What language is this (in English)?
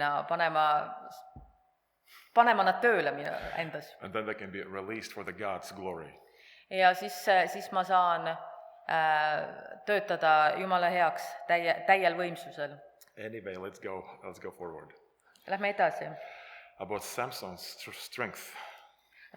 Estonian